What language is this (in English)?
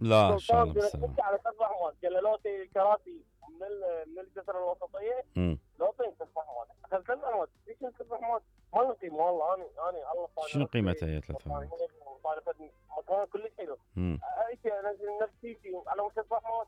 Mesopotamian Arabic